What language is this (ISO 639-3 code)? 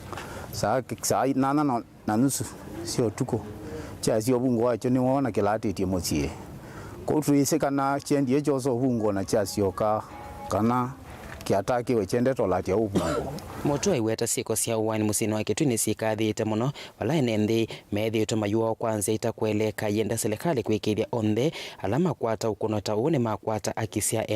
kam